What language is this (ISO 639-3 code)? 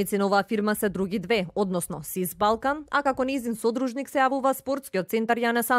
mkd